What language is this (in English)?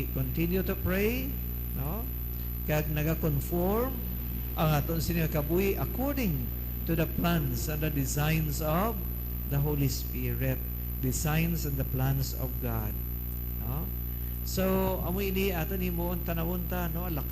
Hiligaynon